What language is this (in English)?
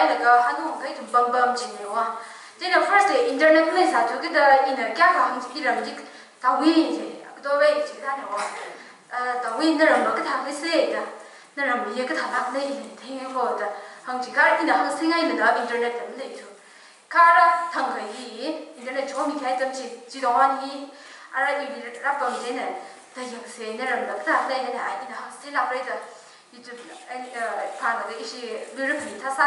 Tangkhul Naga (India)